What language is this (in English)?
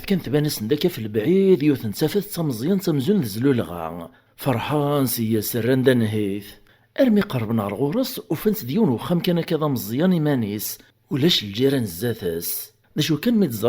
Kabyle